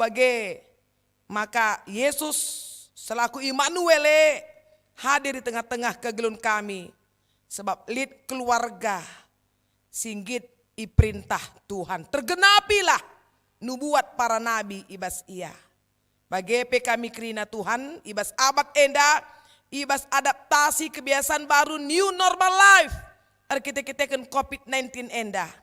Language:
Batak Karo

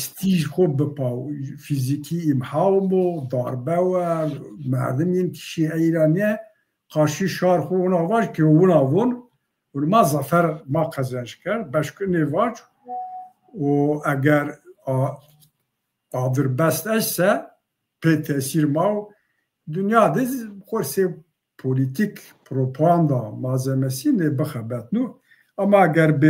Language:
Zaza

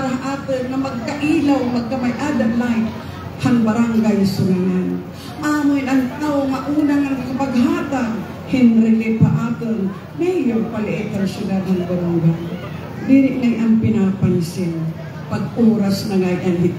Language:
Waray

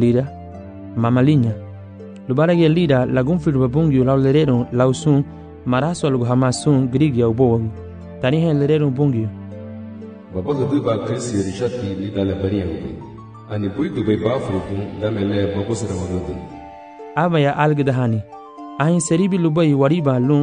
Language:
Garifuna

